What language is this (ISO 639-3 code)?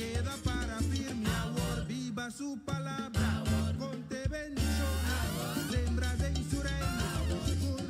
pap